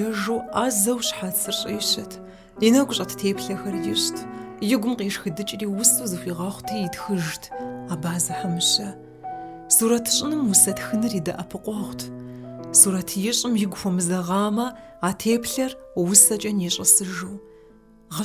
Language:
Kabardian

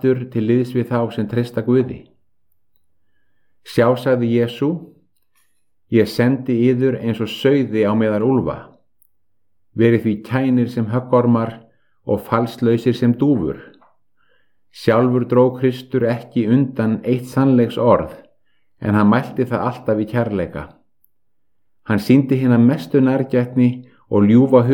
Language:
Icelandic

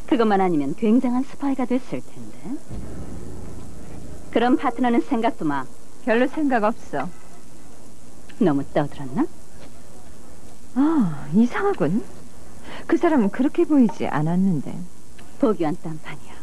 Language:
Korean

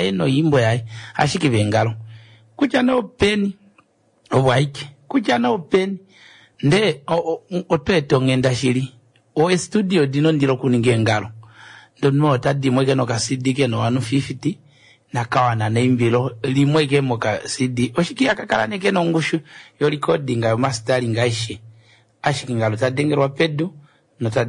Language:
Kuanyama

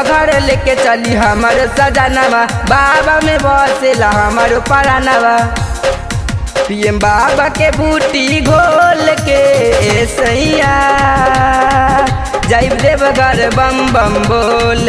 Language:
Bhojpuri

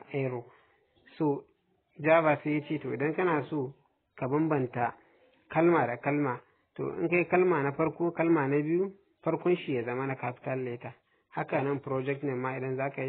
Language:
Hausa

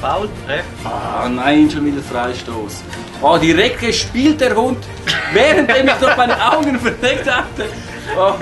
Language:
Swiss German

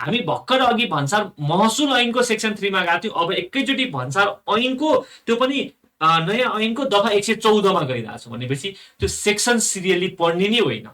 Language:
Nepali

